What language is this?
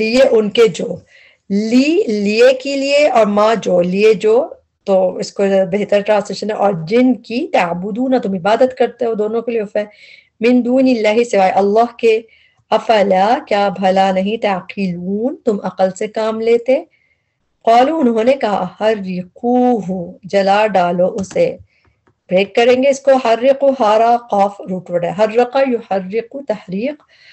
Urdu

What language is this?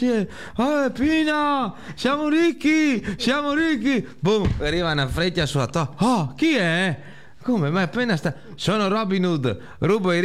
Italian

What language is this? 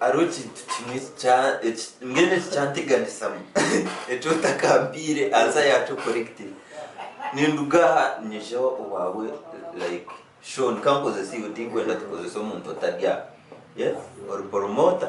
Nyankole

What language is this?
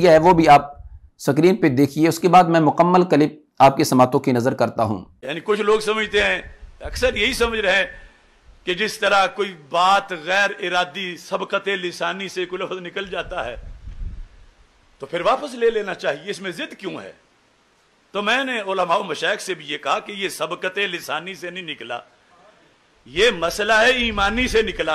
Urdu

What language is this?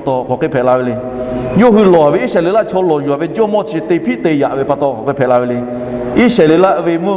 Lahu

